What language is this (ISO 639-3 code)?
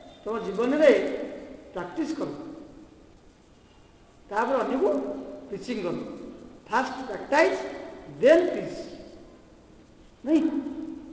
ori